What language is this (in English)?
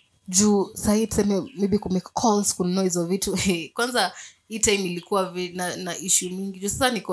Swahili